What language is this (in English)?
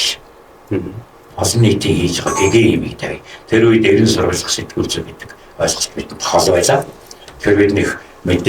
Mongolian